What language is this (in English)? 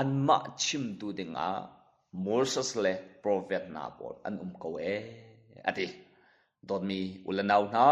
Hakha Chin